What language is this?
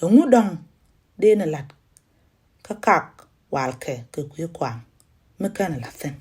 Nuer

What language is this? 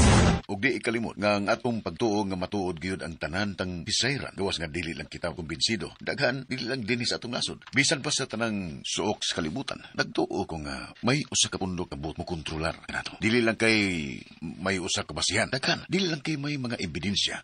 Cebuano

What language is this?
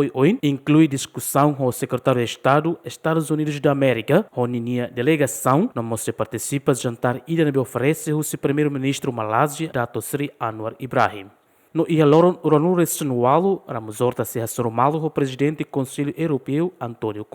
Tetum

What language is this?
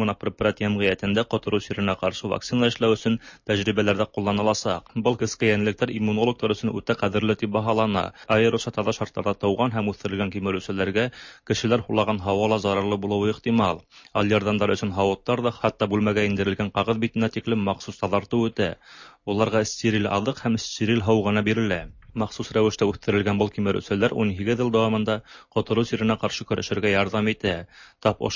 Tatar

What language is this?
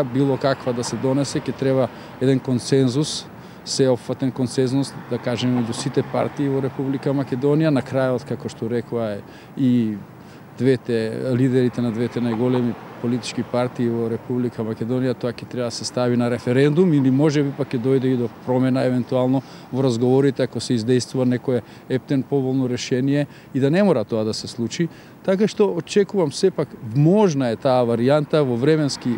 Macedonian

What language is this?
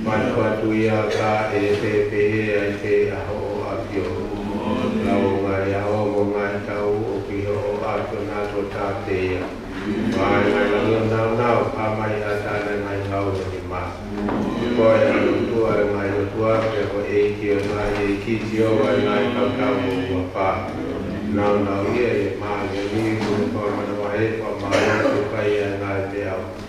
Tongan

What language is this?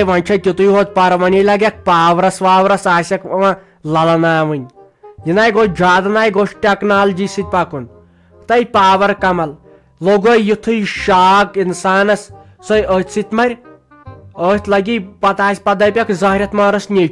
Kashmiri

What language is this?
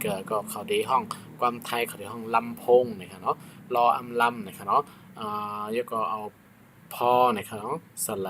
Shan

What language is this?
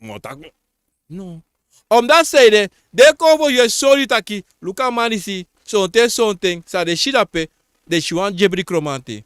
Sranan Tongo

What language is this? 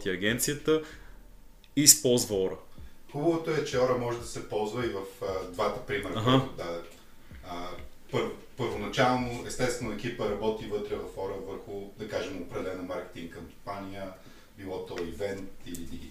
Bulgarian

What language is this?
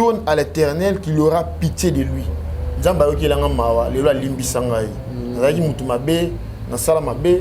Lingala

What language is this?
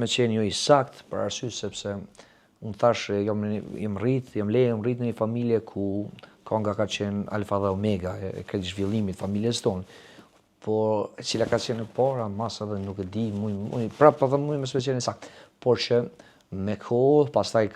Albanian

